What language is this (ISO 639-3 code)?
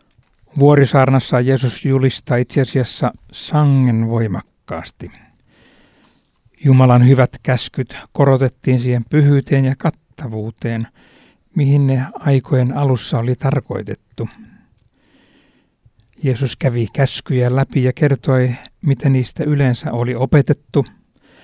fin